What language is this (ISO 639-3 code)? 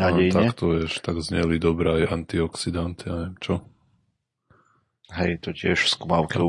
slk